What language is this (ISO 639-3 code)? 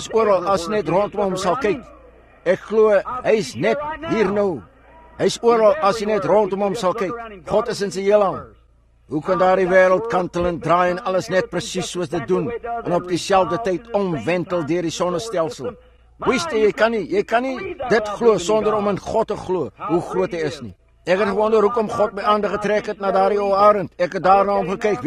afr